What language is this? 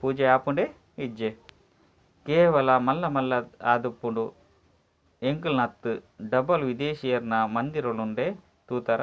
Tulu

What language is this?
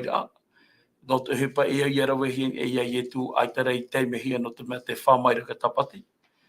Tahitian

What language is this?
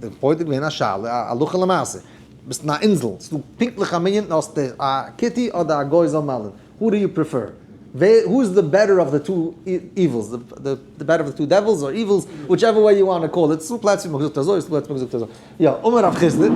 Yiddish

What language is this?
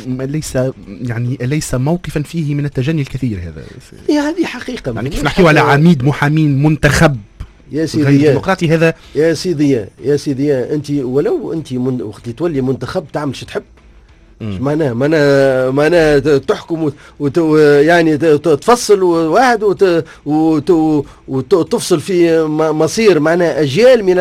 Tunisian Arabic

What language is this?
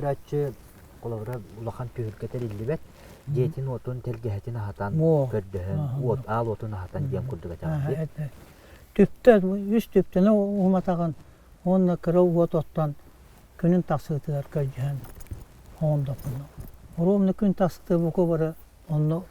Yakut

